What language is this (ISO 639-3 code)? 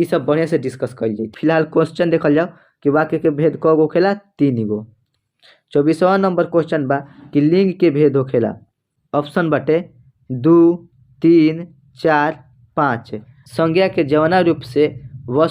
bho